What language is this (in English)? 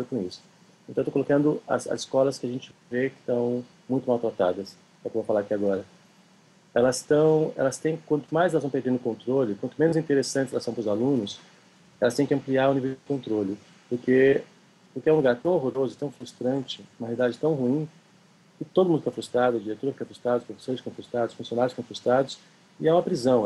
Portuguese